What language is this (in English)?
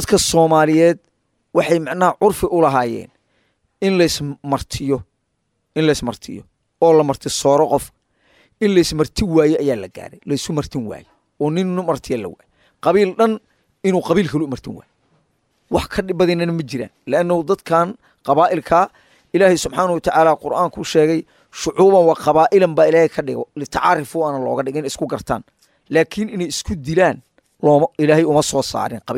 Somali